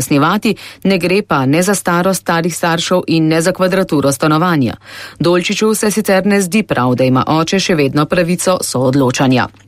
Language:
Slovenian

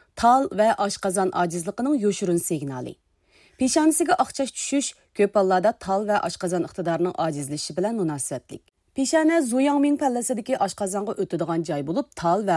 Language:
Uyghur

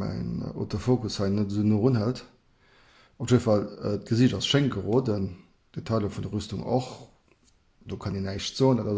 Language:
Luxembourgish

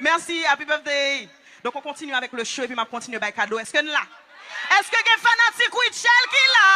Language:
Haitian Creole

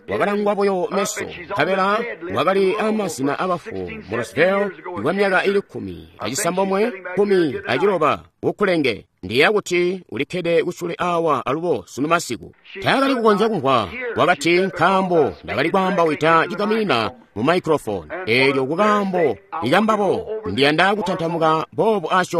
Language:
Tonga (Zambia)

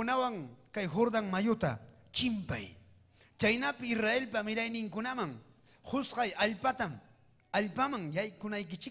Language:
Ayacucho Quechua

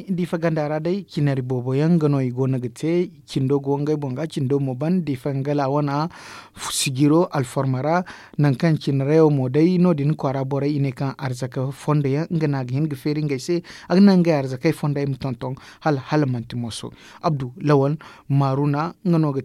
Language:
Zarma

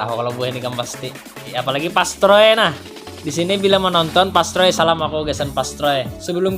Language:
Banjar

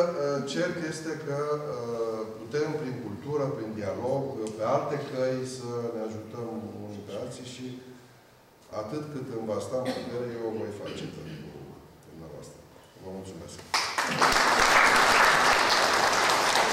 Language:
Romanian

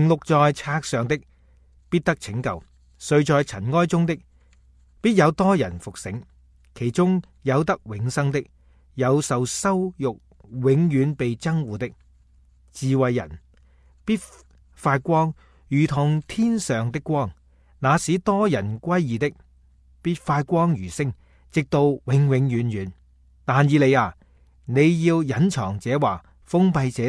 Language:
Cantonese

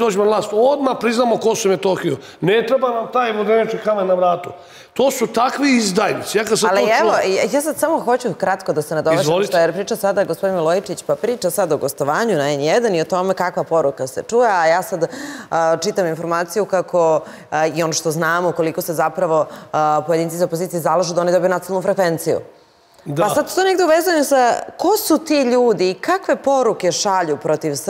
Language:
Serbian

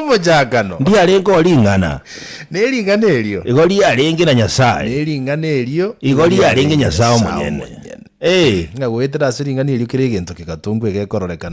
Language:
Gusii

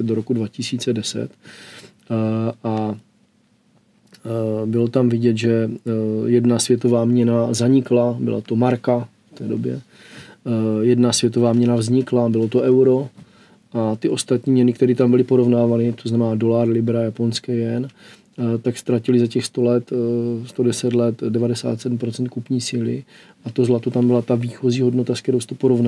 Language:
Czech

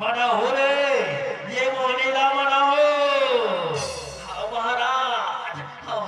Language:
Chhattisgarhi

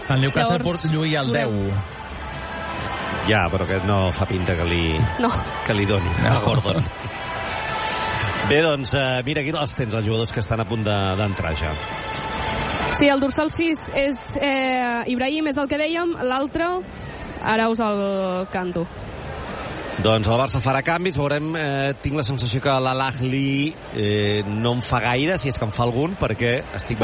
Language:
Catalan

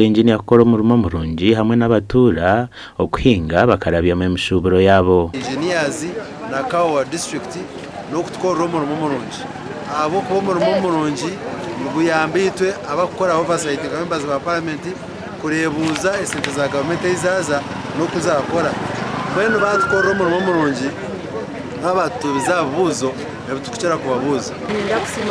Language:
Nyankole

